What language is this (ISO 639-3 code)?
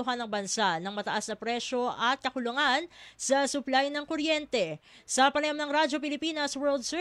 fil